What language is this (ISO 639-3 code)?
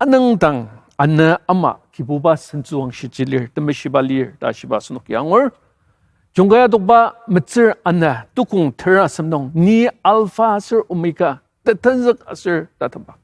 njo